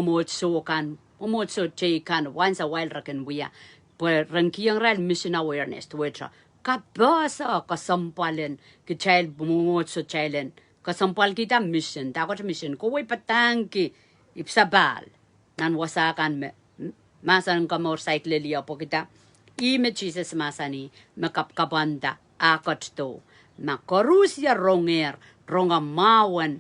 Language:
Pohnpeian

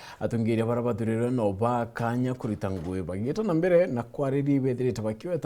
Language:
Meru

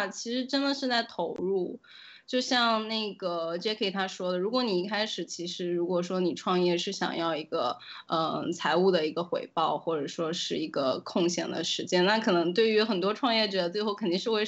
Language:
Chinese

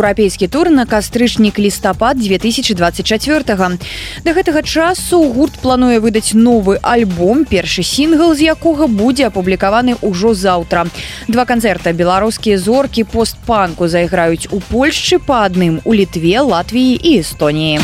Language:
Belarusian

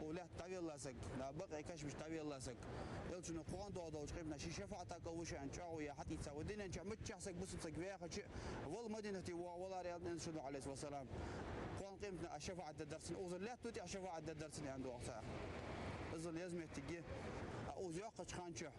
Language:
Ingush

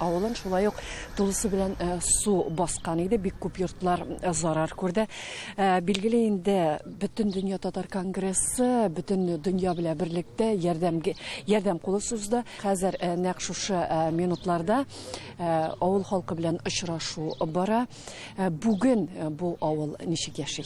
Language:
Tatar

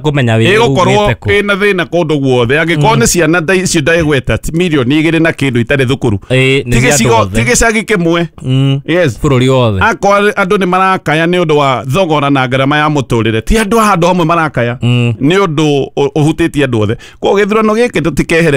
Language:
Kikuyu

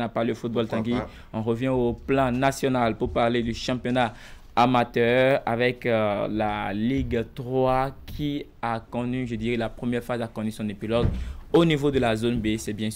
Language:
French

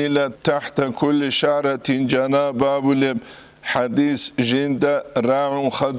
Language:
Avaric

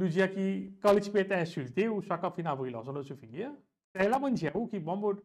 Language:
Morisyen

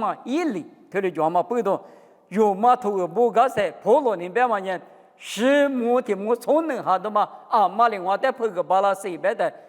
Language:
Lisu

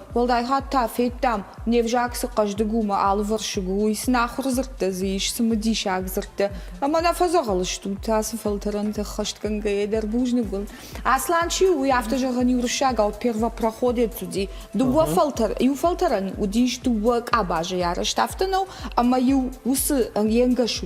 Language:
Ossetic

